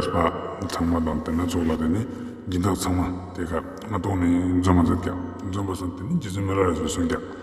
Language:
Ladakhi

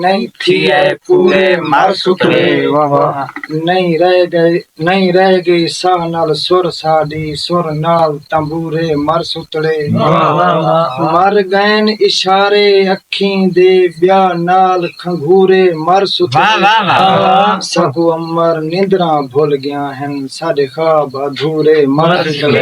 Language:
Saraiki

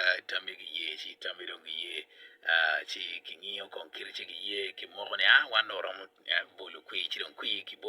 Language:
Acoli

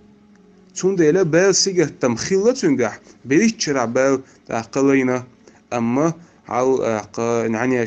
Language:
Chechen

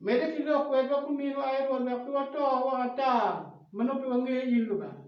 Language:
Acoli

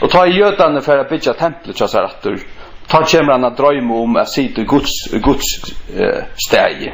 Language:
Faroese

